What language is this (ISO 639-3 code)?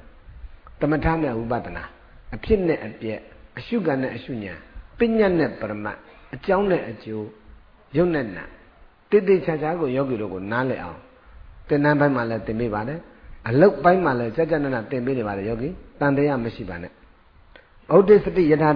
mya